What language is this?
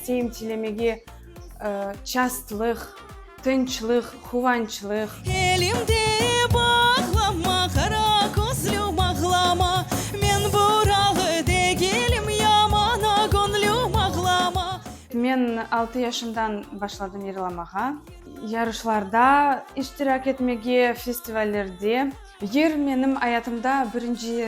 Crimean Tatar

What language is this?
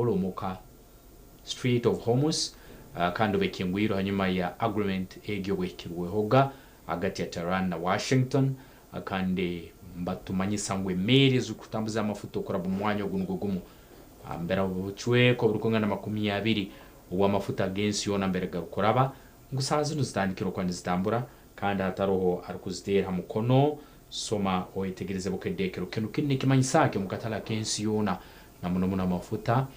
Nyankole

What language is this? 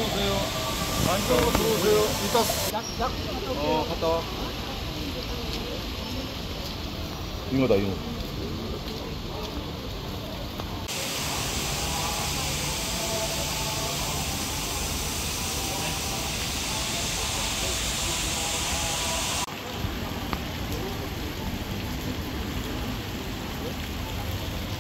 Korean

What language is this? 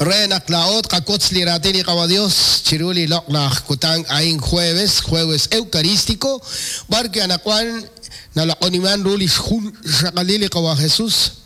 Kekchí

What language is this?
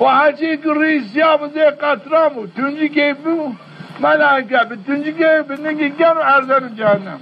Zaza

